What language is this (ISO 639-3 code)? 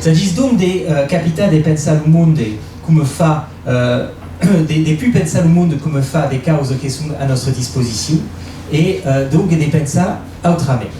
oci